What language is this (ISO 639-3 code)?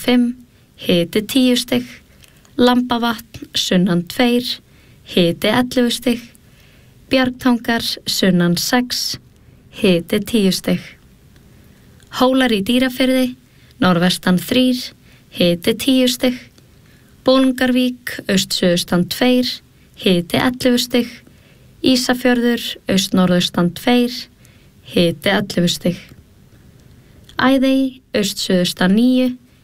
isl